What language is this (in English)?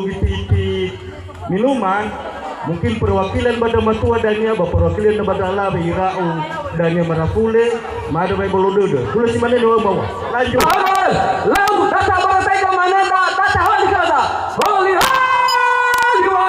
Nias